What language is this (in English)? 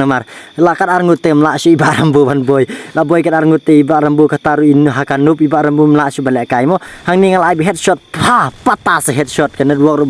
Khasi